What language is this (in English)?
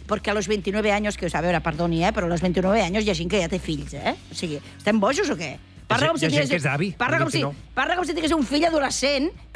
Catalan